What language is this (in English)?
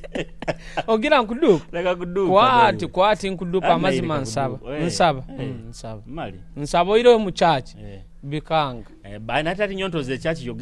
Nyoro